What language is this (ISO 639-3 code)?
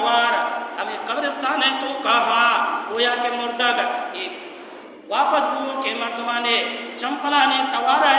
bal